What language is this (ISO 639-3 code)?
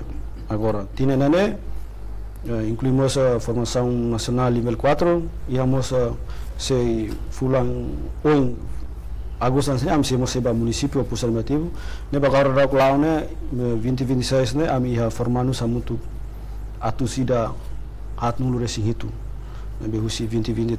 tet